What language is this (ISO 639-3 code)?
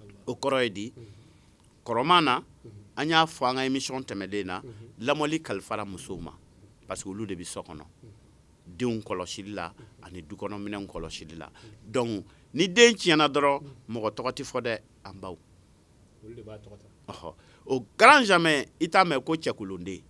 bam